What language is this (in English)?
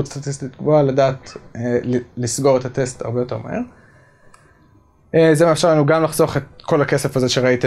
Hebrew